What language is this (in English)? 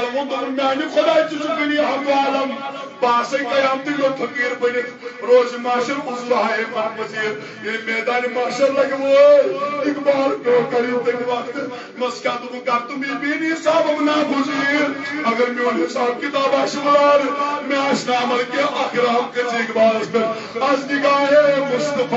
Kashmiri